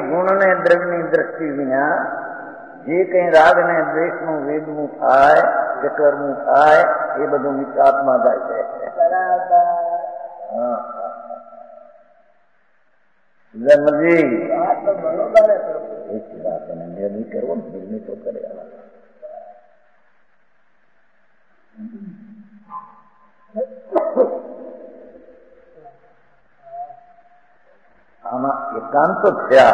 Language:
Gujarati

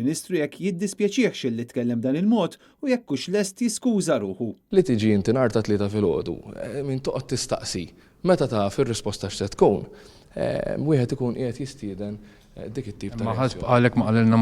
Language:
Maltese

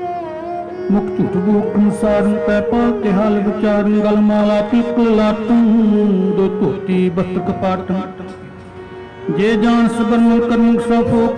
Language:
Punjabi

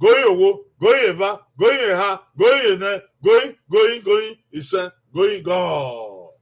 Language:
Bini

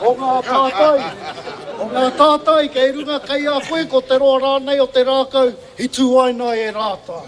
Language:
Māori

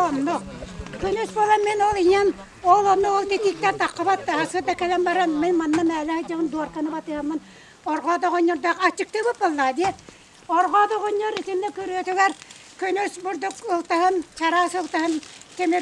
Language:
Yakut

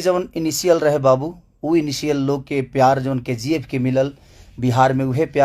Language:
Bhojpuri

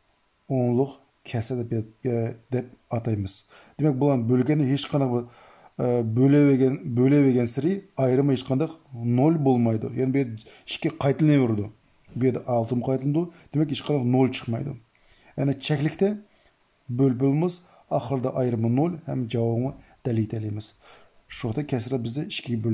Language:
Uyghur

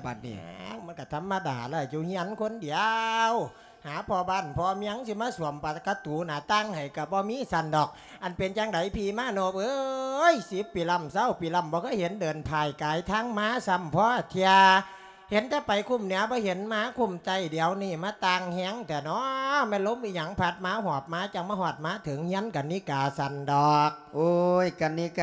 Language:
Lao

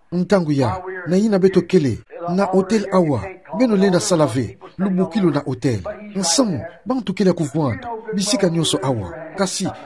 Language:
Kituba (Democratic Republic of Congo)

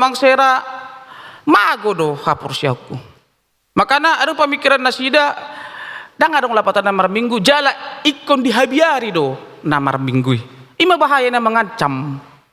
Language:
Batak Toba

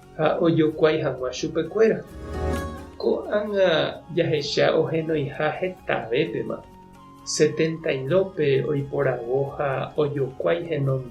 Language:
Guarani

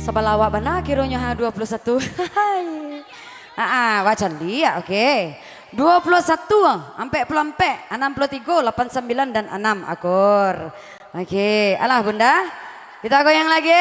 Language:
Minangkabau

